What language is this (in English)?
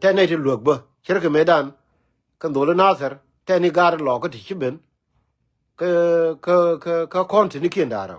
Nuer